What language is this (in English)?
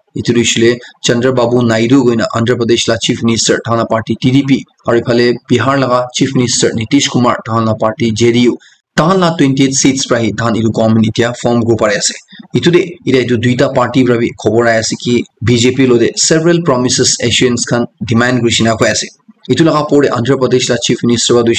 Naga Pidgin